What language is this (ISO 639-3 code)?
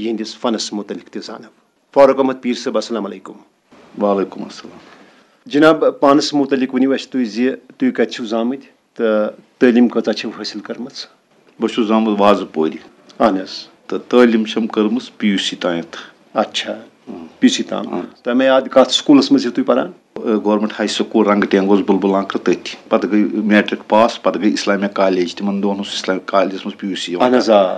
kas